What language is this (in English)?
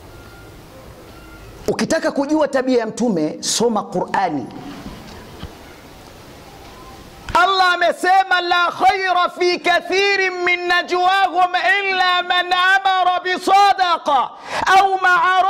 Swahili